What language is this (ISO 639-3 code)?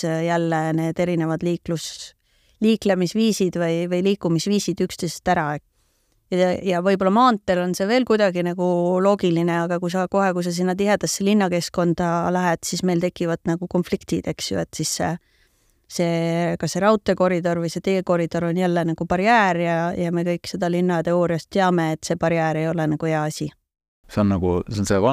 est